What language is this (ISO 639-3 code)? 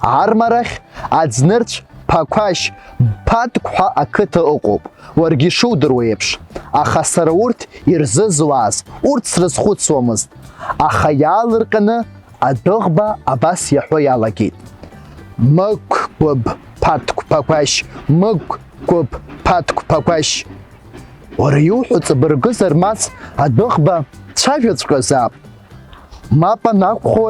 abk